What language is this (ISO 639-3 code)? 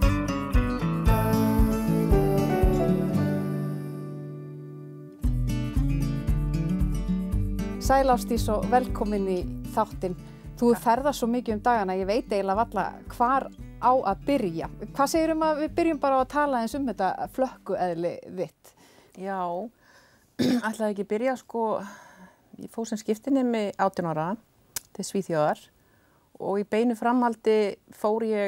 isl